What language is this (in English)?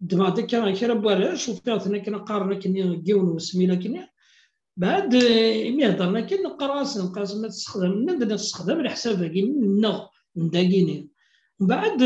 Kabyle